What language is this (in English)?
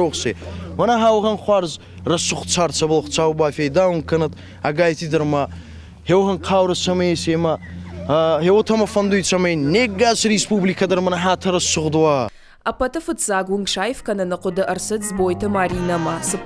Ossetic